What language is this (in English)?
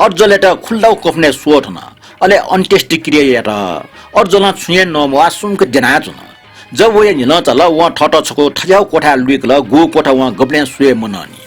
Newari